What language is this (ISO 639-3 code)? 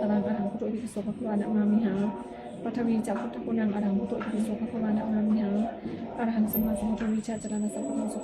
pli